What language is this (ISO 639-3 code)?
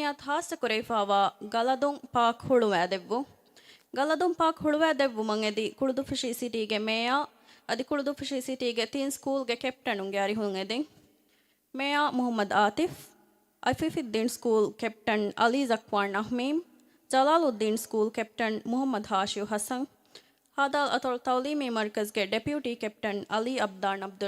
div